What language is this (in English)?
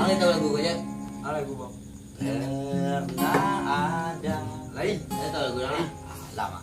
Minangkabau